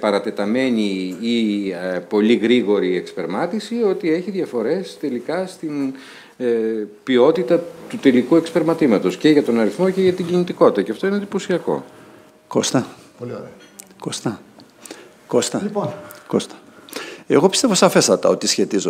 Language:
Greek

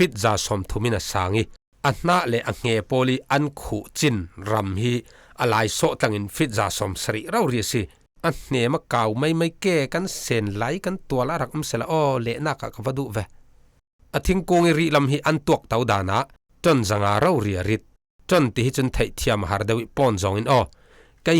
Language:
Falam Chin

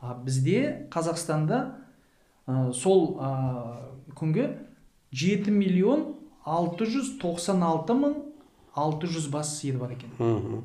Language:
Kazakh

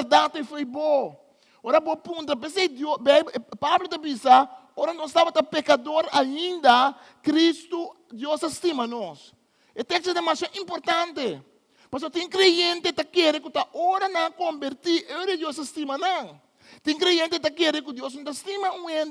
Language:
Papiamento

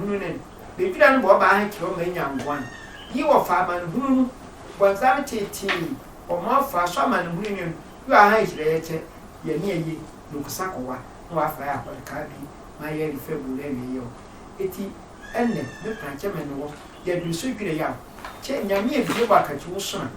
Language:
Sehwi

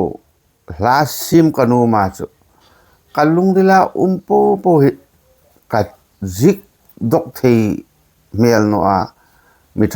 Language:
Hmar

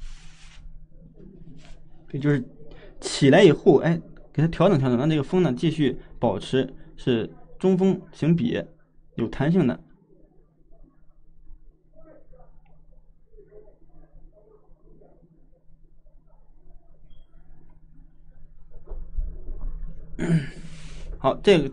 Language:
Chinese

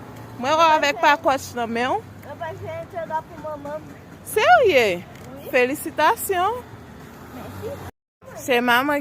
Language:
Haitian Creole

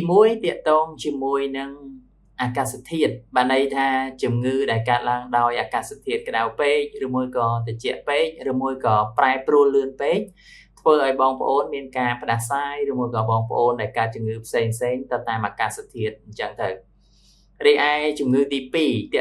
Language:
Khmer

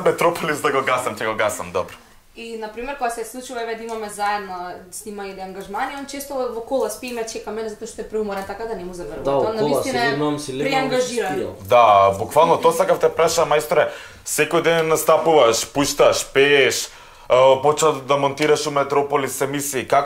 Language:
Macedonian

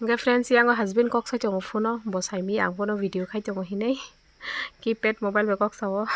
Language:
Kok Borok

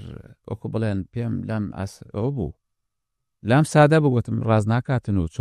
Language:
Central Kurdish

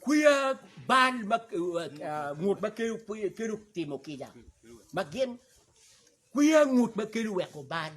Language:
Acoli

